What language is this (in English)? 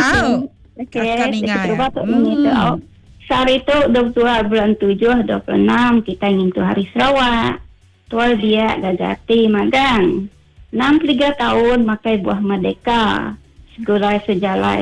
Iban